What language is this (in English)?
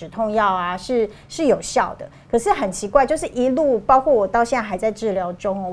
Chinese